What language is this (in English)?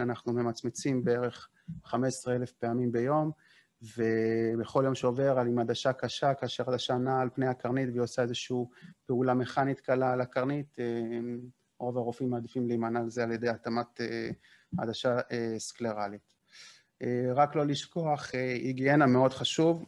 Hebrew